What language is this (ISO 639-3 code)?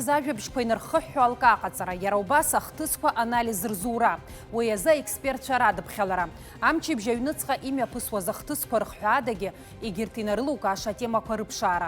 abk